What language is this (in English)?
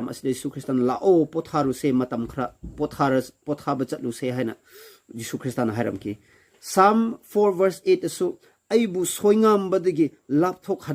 Manipuri